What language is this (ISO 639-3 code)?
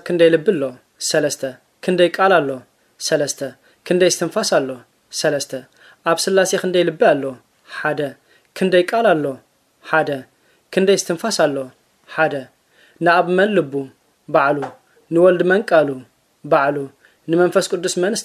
tir